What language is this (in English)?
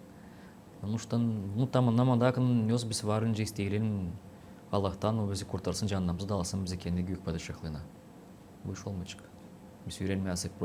Gagauz